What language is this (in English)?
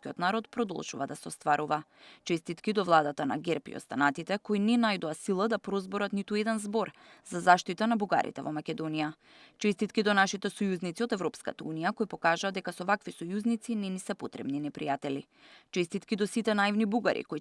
Macedonian